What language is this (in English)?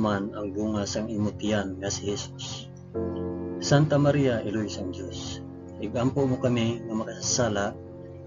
Hiligaynon